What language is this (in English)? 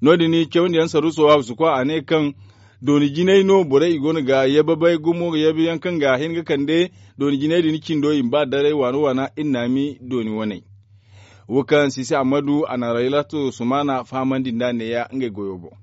Zarma